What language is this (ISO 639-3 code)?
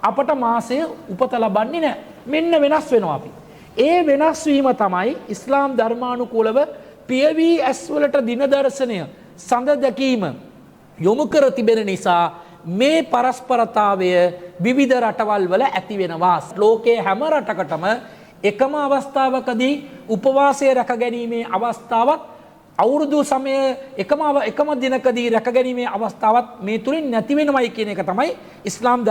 sin